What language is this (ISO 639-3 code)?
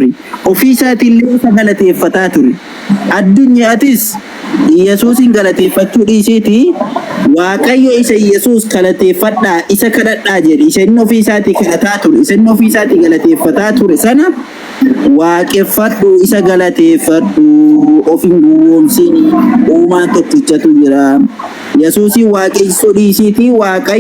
orm